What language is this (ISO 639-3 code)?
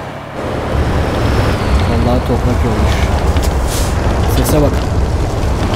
tur